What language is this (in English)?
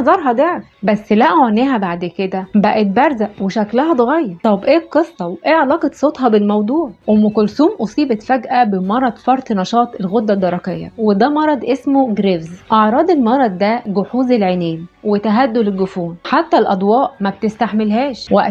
Egyptian Arabic